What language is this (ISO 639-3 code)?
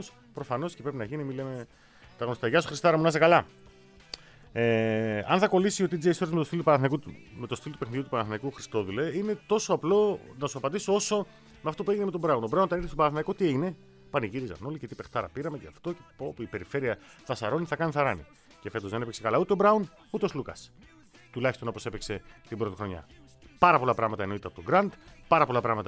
ell